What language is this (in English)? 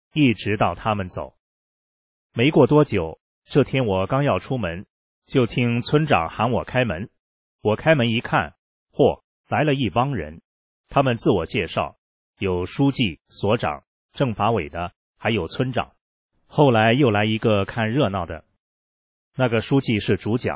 Chinese